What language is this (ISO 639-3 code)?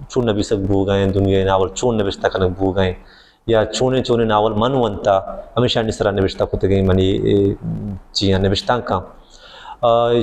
bal